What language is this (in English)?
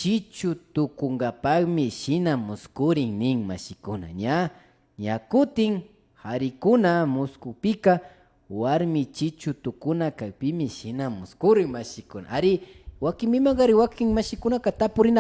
Imbabura Highland Quichua